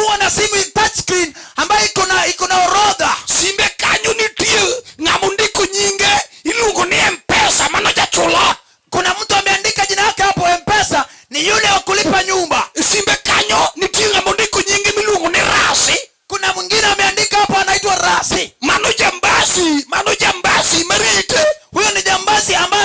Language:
Luo (Kenya and Tanzania)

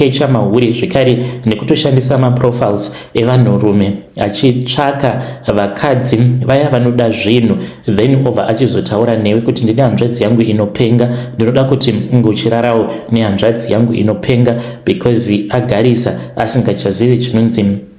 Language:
Shona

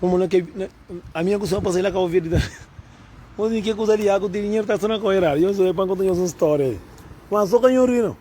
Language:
Kabuverdianu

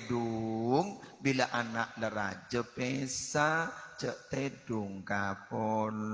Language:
Madurese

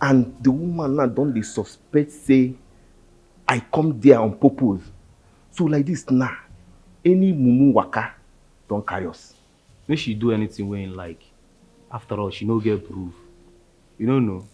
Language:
Nigerian Pidgin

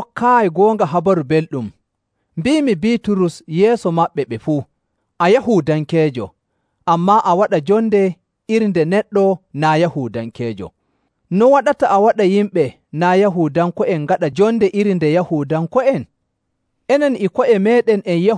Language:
Nigerian Fulfulde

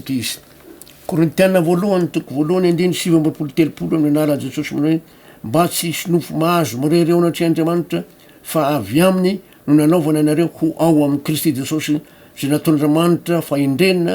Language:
Malagasy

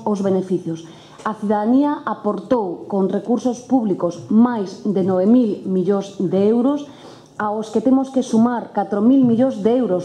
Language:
Galician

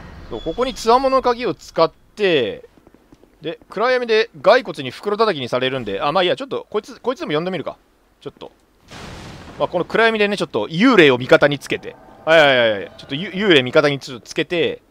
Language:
Japanese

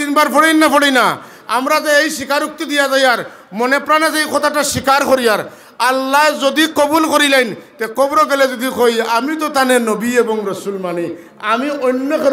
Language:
Sylheti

